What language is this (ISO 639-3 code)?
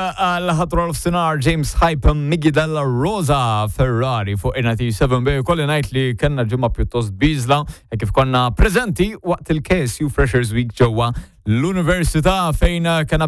mlt